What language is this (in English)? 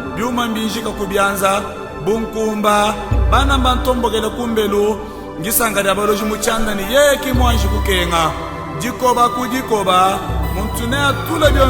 Luba-Lulua